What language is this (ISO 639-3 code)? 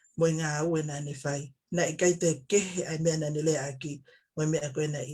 ton